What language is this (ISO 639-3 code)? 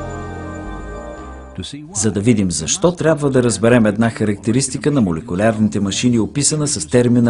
bul